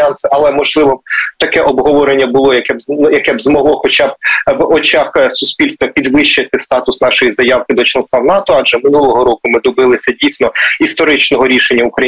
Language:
Ukrainian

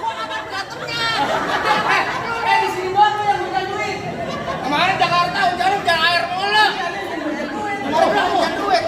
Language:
Betawi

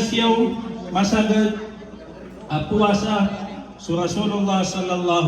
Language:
Maranao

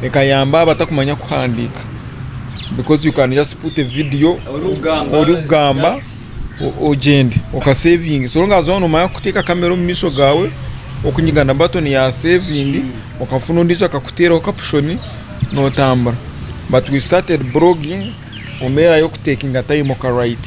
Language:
Nyankole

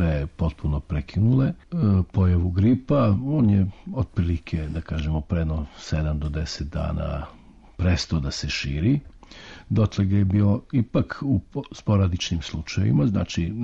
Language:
Serbian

